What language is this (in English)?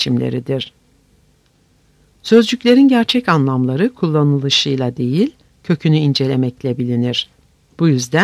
Turkish